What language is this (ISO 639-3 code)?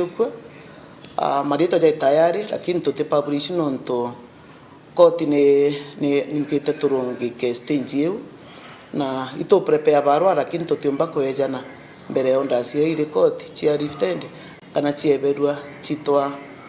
mer